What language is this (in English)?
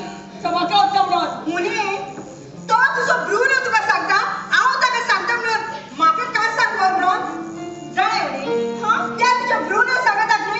Konkani